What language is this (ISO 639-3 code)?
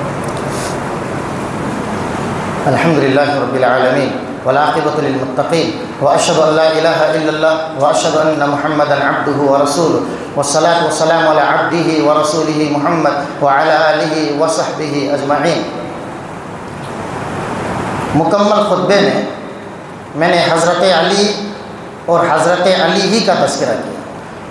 urd